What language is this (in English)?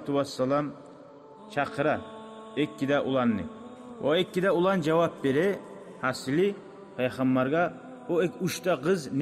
Kumyk